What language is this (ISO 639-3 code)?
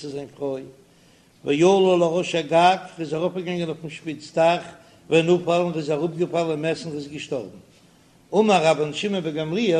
yid